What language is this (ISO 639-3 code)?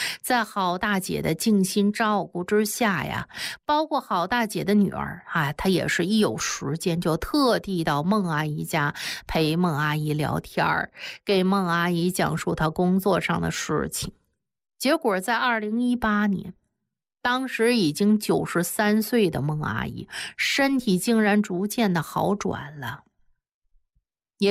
zho